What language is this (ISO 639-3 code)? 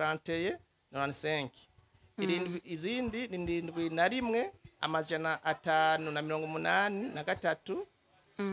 run